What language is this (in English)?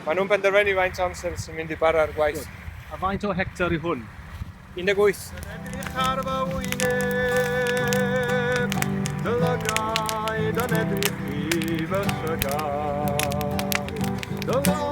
Welsh